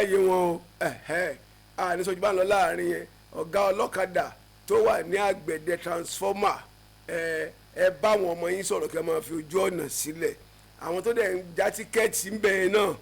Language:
Yoruba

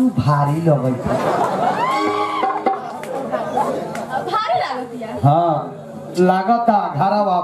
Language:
Bhojpuri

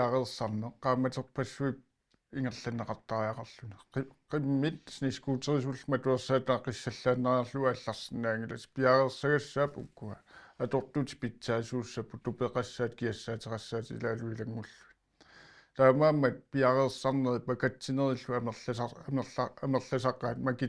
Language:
Kalaallisut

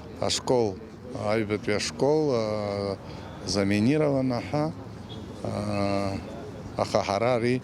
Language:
Abkhazian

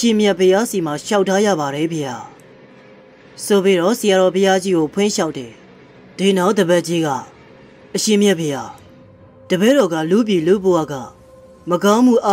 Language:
Burmese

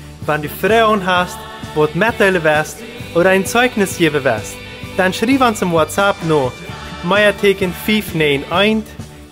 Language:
Plautdietsch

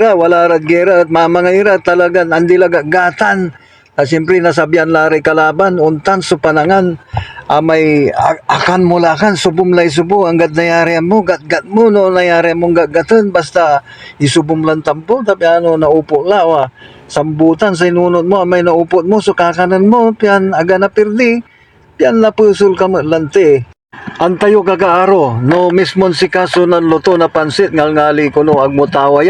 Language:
Pangasinan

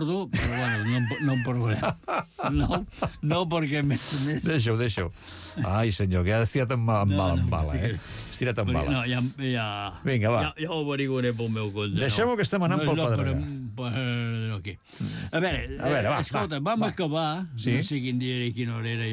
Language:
Catalan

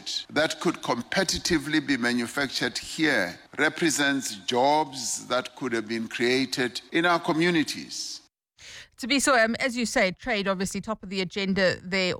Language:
English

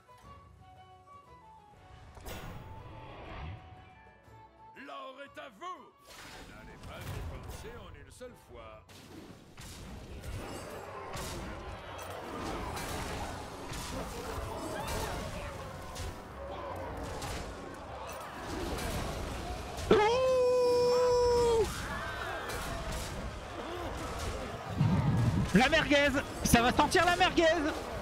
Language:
French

